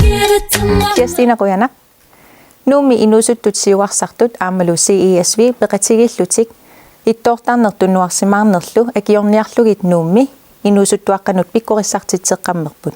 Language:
Kalaallisut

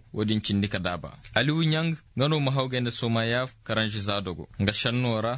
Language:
Koyraboro Senni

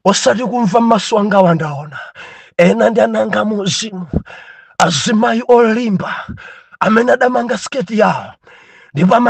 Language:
Nyanja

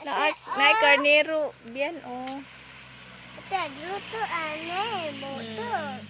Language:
Cebuano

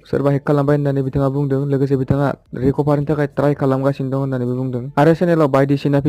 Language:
Bodo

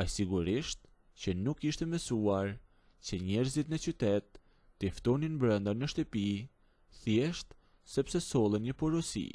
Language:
Albanian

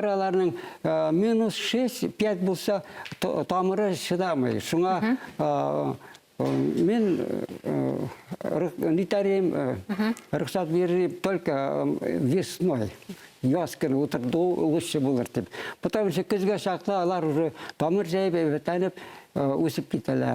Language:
Bashkir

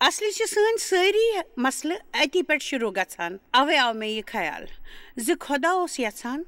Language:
Kashmiri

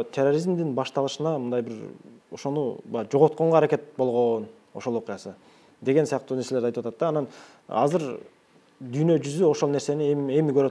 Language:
Kyrgyz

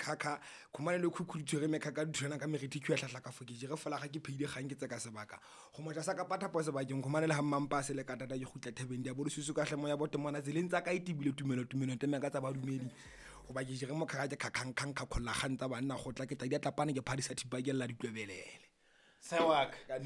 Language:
Southern Sotho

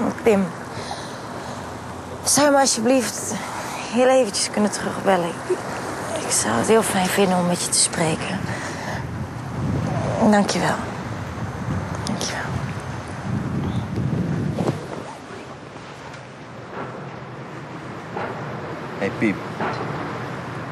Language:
Dutch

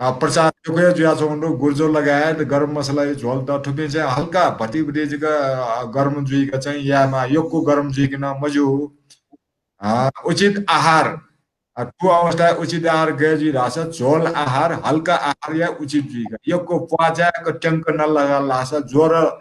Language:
Newari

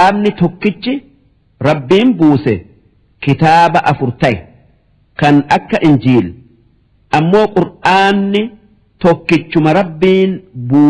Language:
Oromo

